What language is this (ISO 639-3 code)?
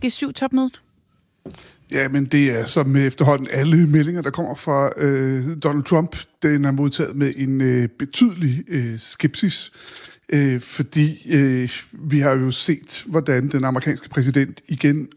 dan